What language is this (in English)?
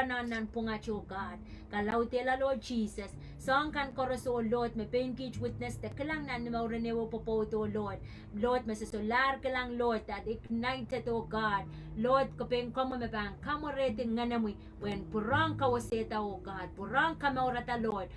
Pohnpeian